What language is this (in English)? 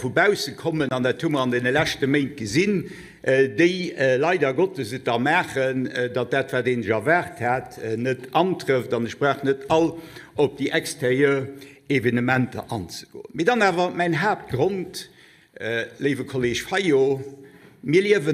Luxembourgish